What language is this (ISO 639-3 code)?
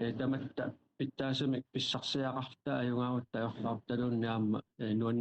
kal